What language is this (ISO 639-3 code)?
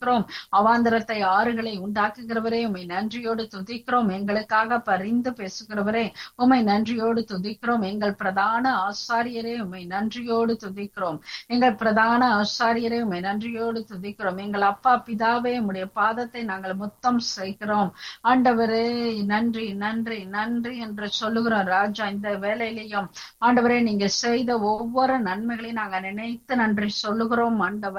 tam